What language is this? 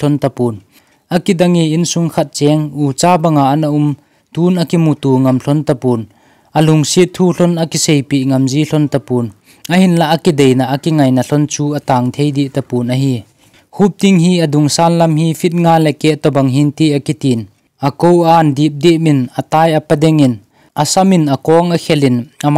Thado Chin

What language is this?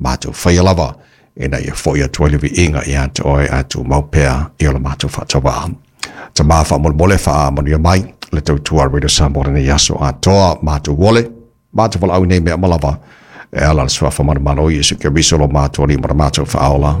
Samoan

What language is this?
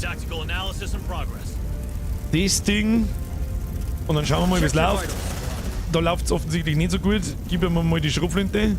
Bavarian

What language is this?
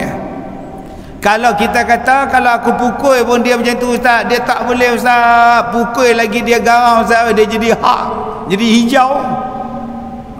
Malay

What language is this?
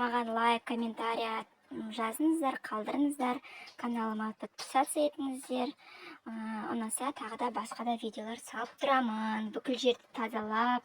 Kazakh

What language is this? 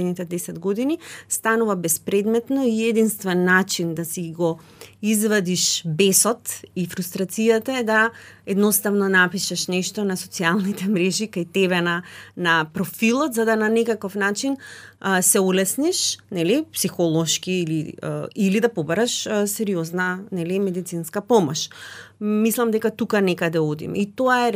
Macedonian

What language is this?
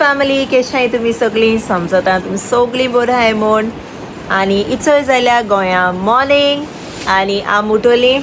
Konkani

